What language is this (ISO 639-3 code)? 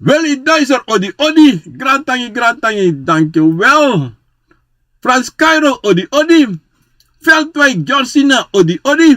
srn